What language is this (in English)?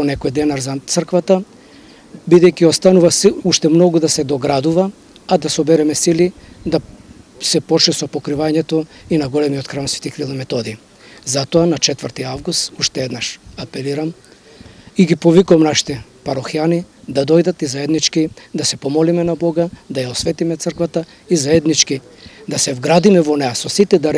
Macedonian